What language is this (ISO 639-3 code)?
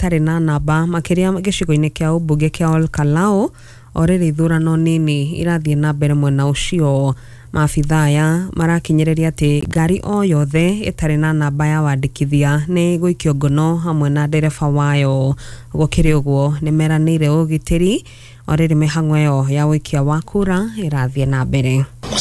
kik